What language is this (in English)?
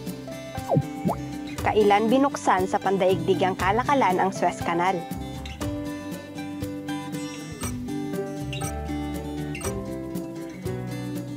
Filipino